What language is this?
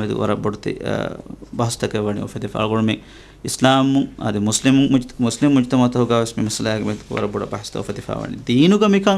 Divehi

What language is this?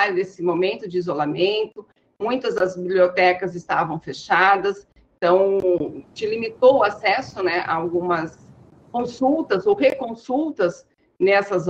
Portuguese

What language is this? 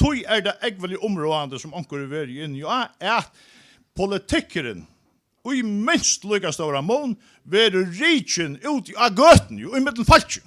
Faroese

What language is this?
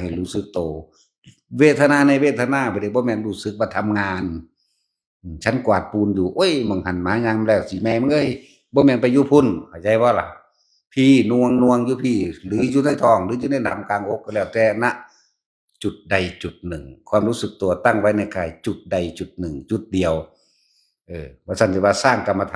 Northeastern Thai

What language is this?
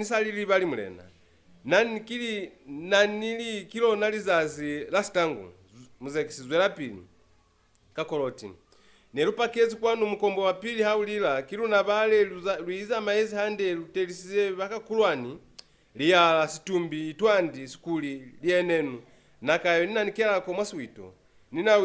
Lozi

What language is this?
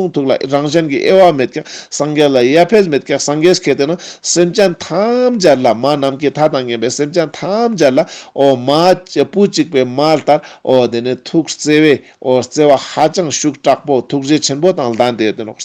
Ladakhi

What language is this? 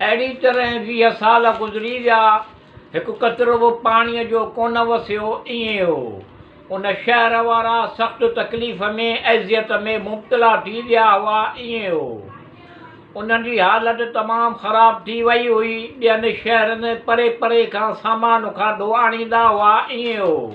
Sindhi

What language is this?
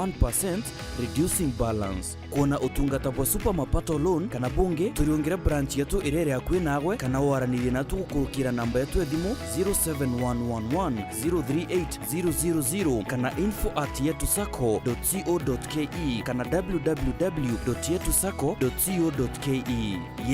Meru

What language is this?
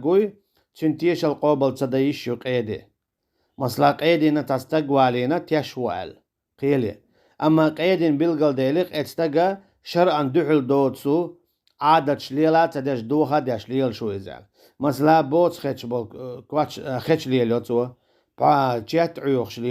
Chechen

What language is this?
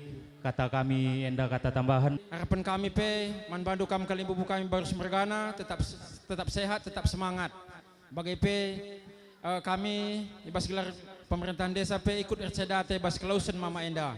Batak Karo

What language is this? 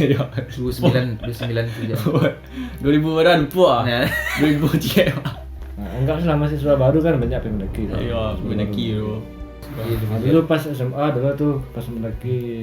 Minangkabau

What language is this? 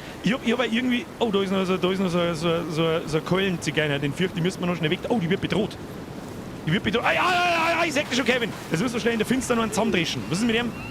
Bavarian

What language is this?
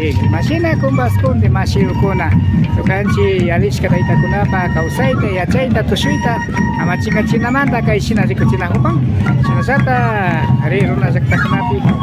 Imbabura Highland Quichua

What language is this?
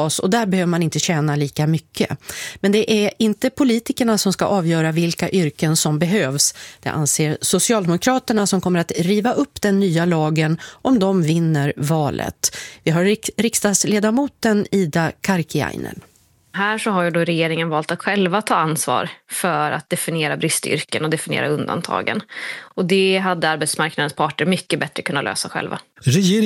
Swedish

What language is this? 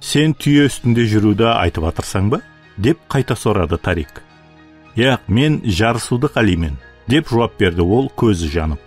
Kara-Kalpak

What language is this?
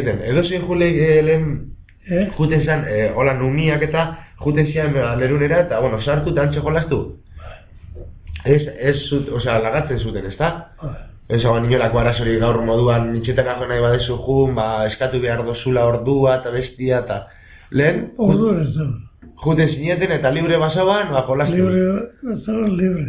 Basque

